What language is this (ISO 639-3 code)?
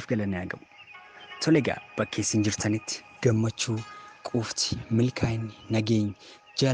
orm